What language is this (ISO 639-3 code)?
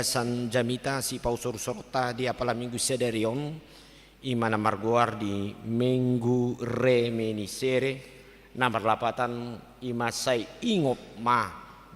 bbc